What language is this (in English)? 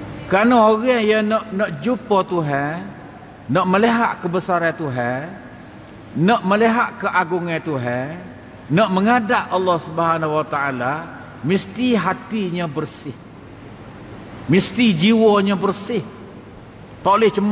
Malay